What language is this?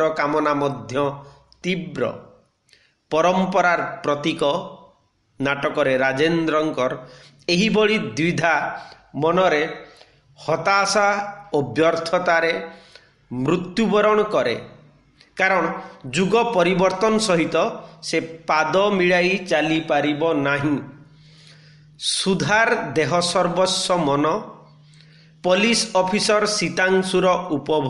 Odia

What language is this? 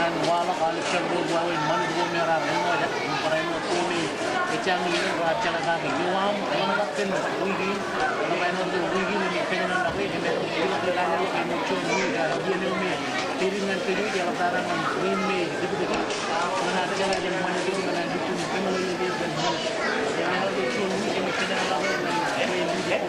Marshallese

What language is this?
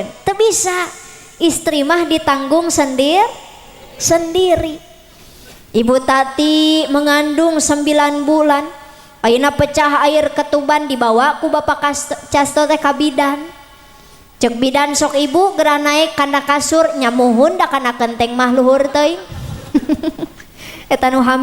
Sundanese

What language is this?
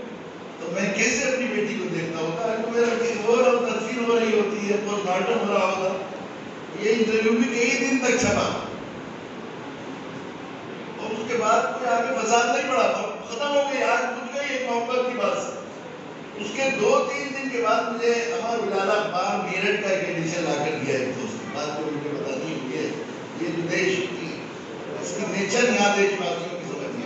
Urdu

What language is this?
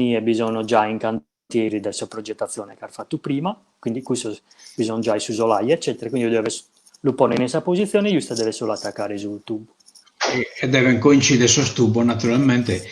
Sardinian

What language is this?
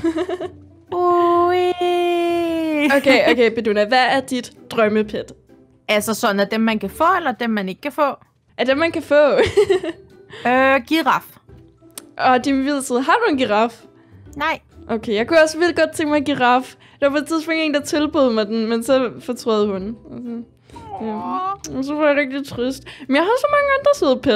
Danish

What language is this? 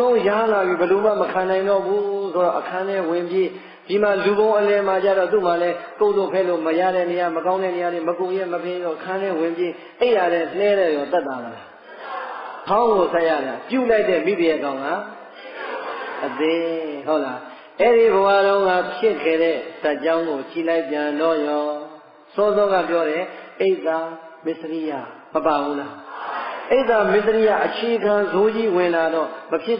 Burmese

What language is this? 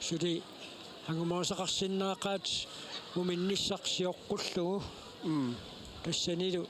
Kalaallisut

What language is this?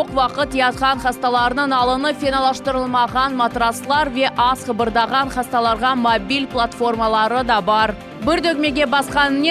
Crimean Tatar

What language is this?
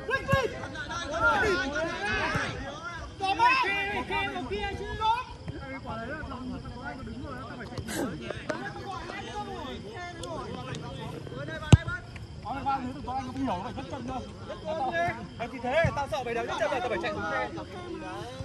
Vietnamese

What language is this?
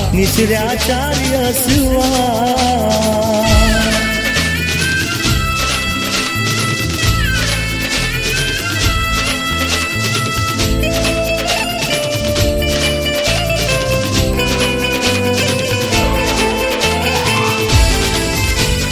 Gujarati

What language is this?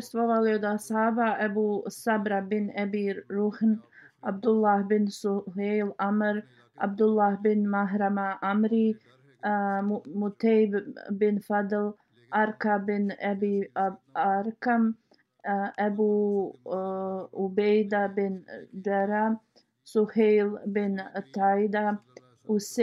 Bosnian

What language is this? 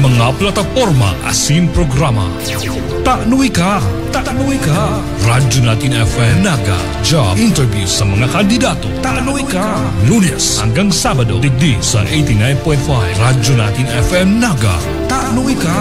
Bikol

